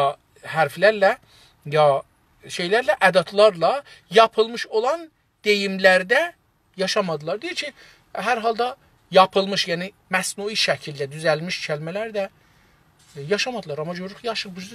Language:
South Azerbaijani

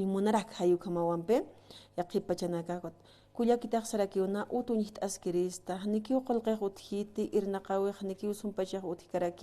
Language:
Aymara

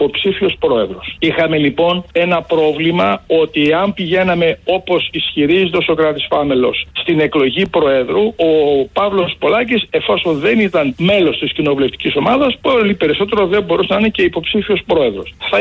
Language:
Greek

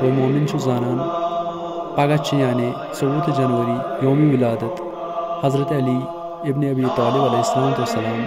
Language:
Kashmiri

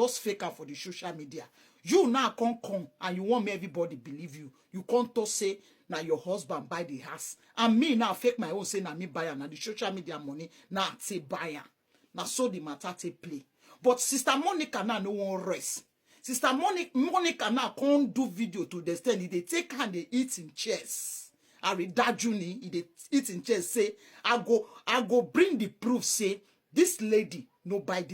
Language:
Nigerian Pidgin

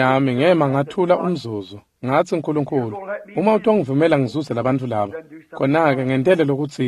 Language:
Swati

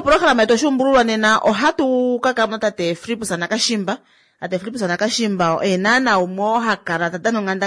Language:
Kuanyama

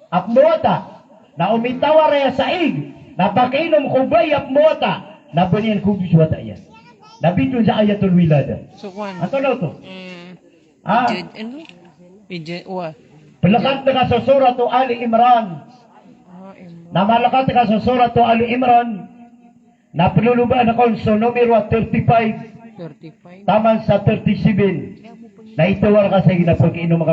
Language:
Maranao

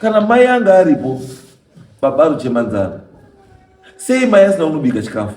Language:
Shona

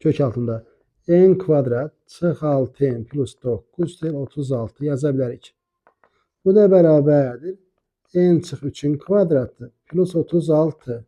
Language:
Azerbaijani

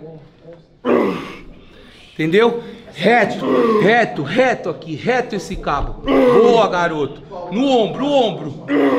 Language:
Portuguese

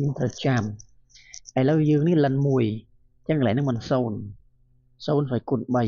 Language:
Khmer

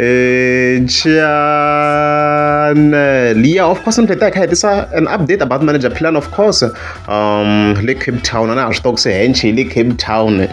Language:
Tsonga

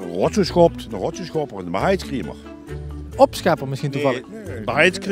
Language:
Limburgish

